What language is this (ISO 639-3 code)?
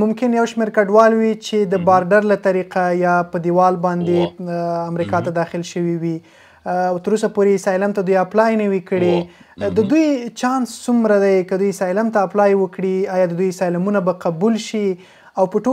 pus